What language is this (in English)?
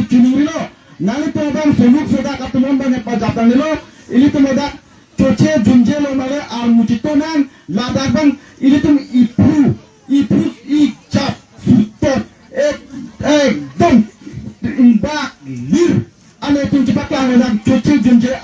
Karbi